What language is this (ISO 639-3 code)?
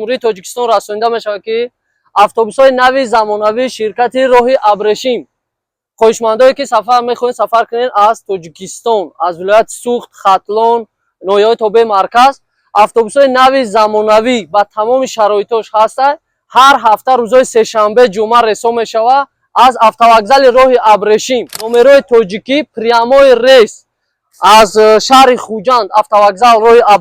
tgk